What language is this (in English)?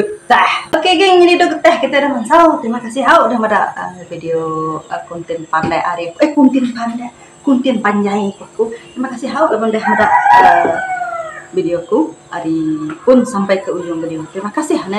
Iban